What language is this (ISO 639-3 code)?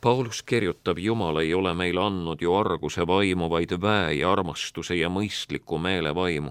est